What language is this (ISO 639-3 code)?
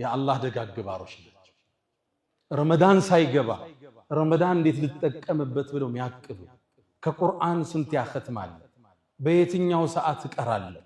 amh